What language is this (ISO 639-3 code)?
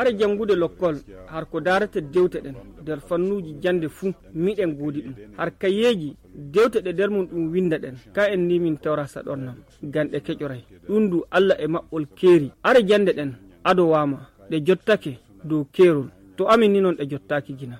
fuv